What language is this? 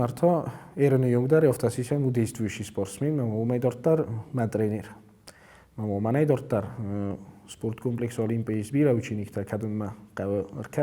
Ossetic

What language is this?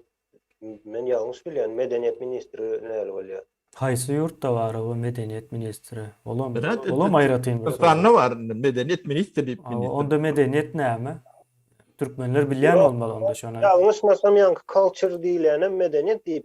Turkmen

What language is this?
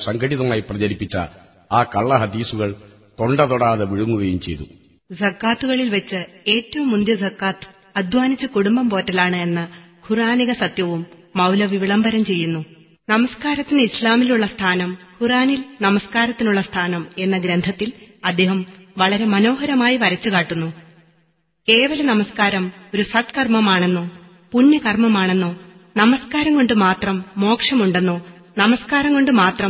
Malayalam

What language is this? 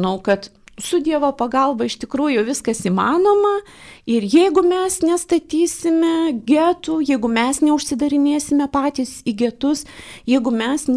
Lithuanian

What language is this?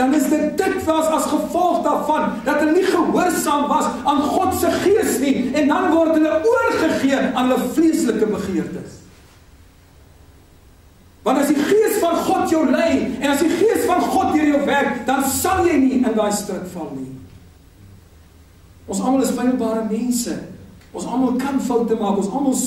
Afrikaans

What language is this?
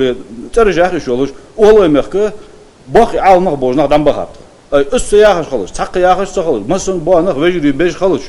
Ingush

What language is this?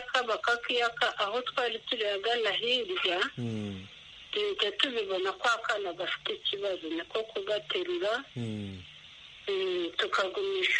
Kinyarwanda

